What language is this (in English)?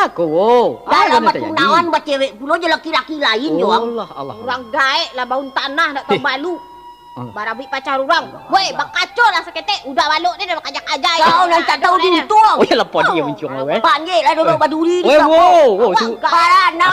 Minangkabau